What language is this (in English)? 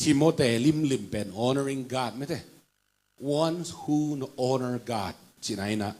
Tedim Chin